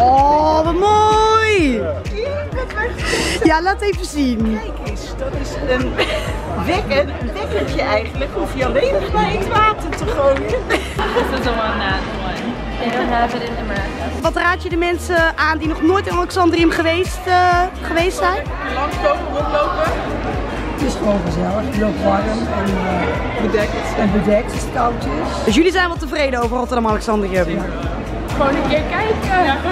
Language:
Dutch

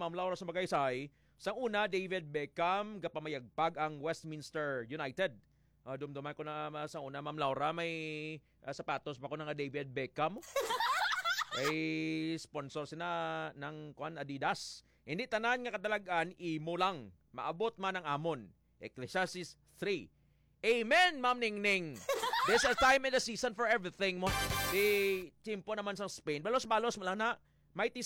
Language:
Hiligaynon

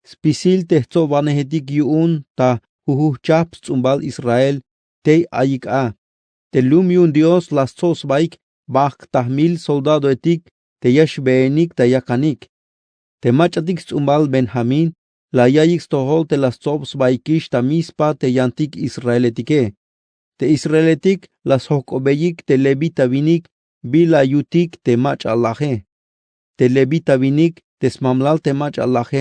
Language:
Tzeltal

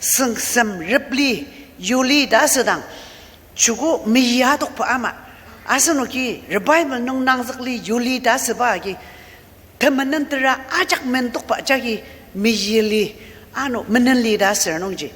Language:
Ao Naga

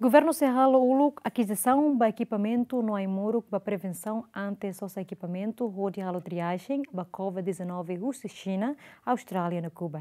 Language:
Tetum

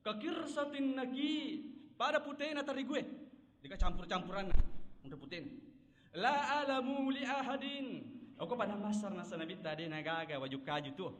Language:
Buginese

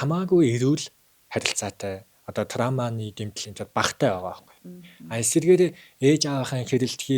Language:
Mongolian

